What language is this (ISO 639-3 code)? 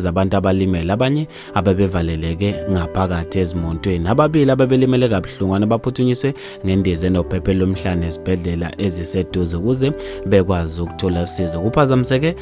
zul